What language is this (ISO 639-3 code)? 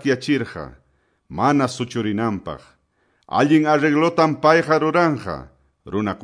que